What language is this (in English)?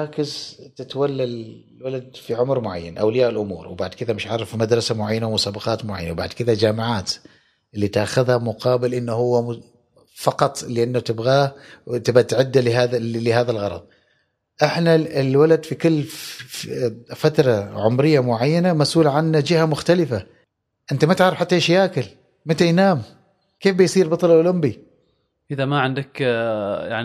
Gulf Arabic